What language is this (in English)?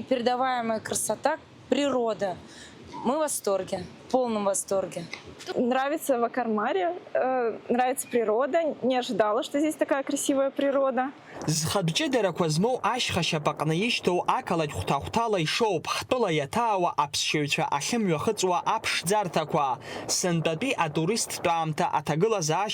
Abkhazian